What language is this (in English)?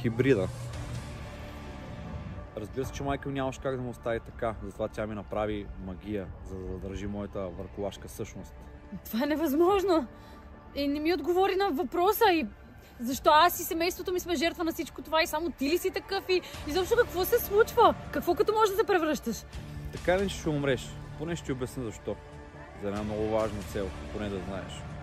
Bulgarian